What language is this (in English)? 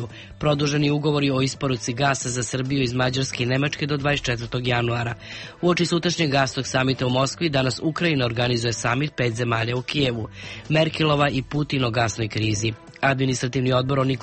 Serbian